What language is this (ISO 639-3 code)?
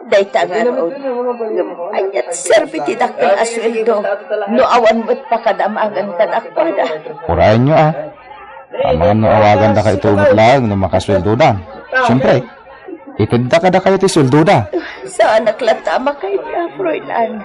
ilo